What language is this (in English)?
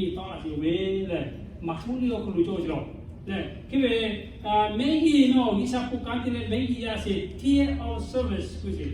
Lahu